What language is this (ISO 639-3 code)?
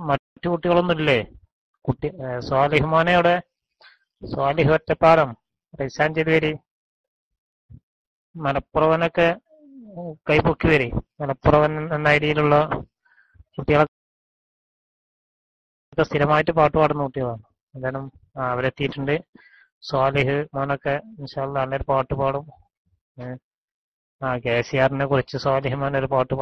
mal